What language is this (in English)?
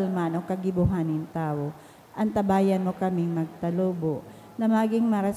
Bikol